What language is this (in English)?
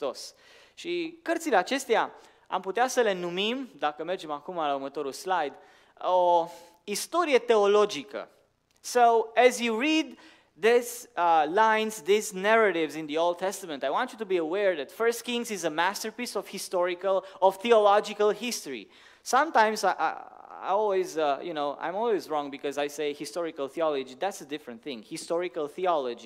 Romanian